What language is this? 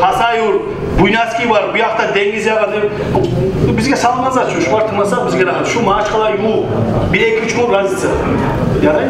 Kumyk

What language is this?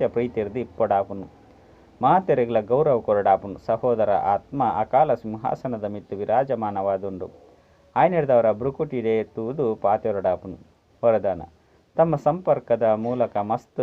Tulu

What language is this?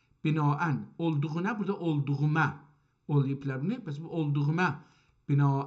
South Azerbaijani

